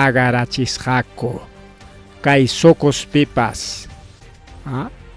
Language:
Ayacucho Quechua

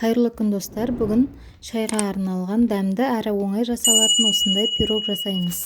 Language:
Kazakh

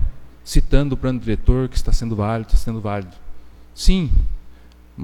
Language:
Portuguese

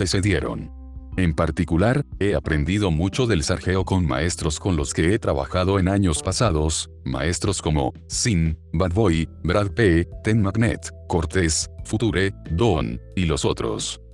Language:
Spanish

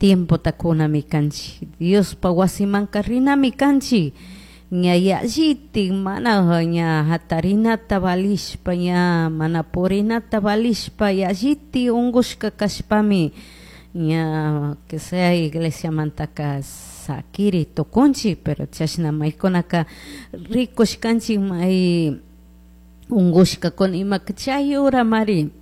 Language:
Chimborazo Highland Quichua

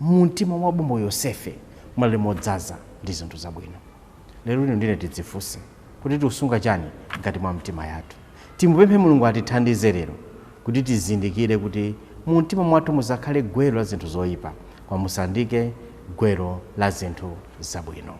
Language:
Nyanja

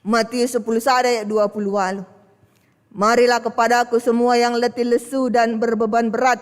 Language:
Batak Karo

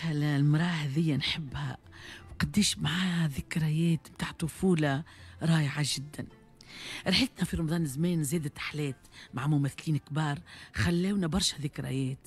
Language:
Tunisian Arabic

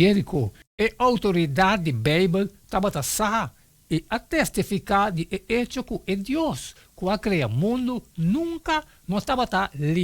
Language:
Papiamento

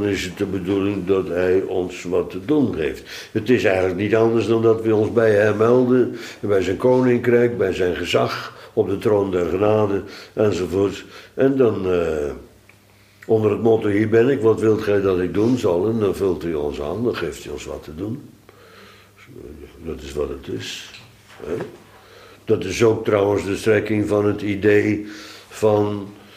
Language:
Dutch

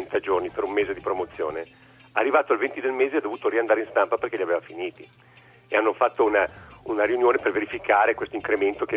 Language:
Italian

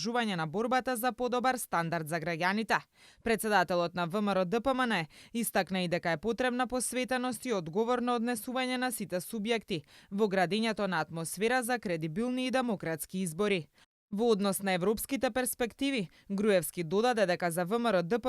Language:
Macedonian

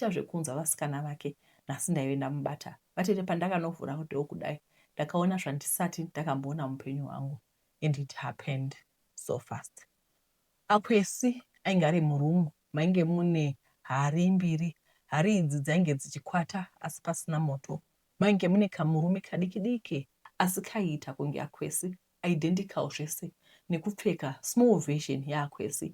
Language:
Shona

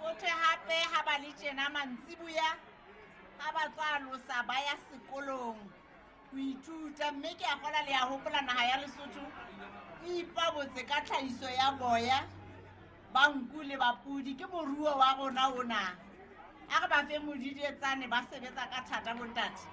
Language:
Southern Sotho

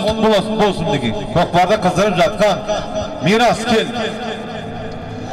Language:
Kazakh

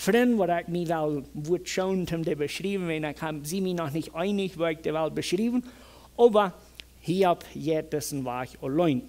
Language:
Plautdietsch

